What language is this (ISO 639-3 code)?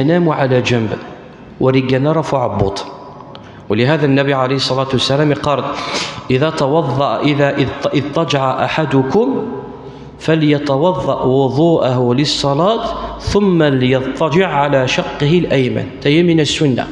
kab